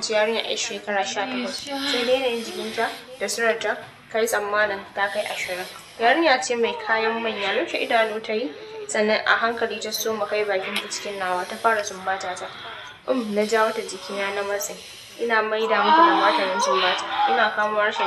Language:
Hausa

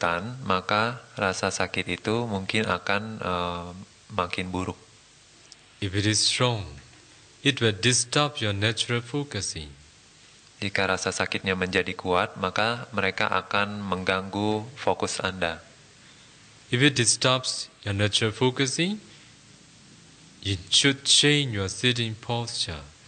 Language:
Indonesian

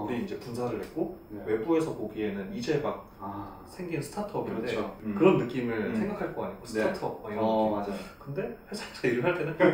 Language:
Korean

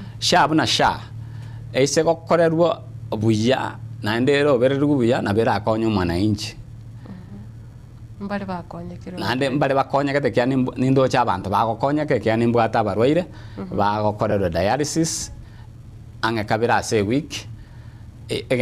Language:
Gusii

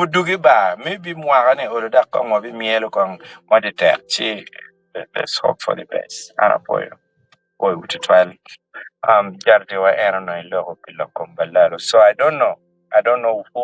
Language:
Acoli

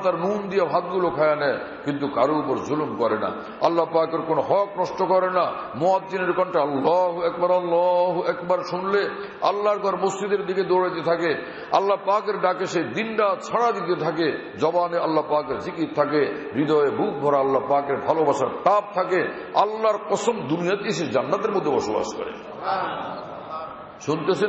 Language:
Bangla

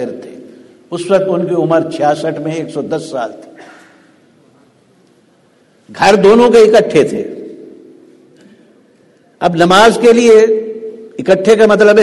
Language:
Urdu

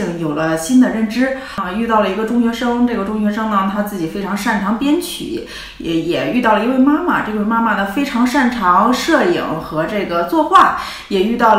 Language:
Chinese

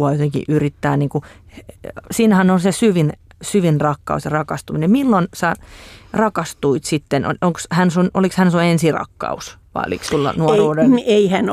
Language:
Finnish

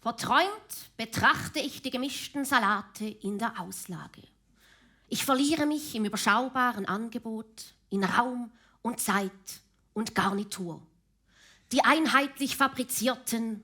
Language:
Swiss German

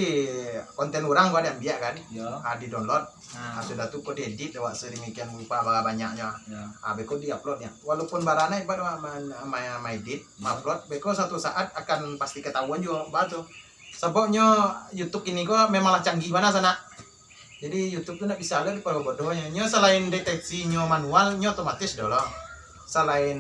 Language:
Minangkabau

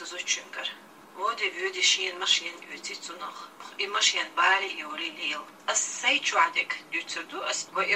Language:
Chechen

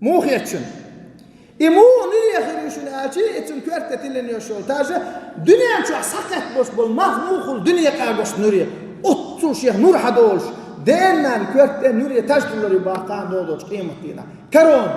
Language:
Chechen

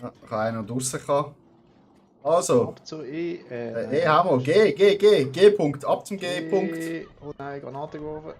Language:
Swiss German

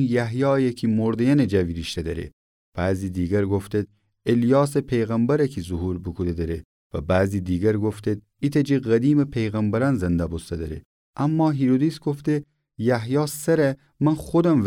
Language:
Gilaki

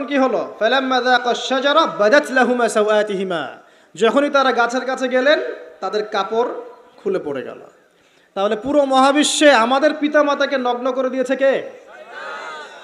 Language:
Bangla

